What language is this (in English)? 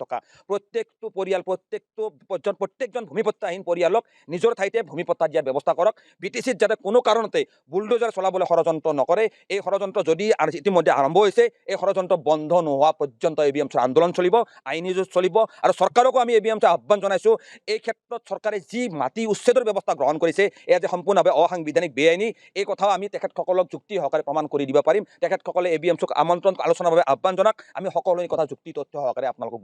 Assamese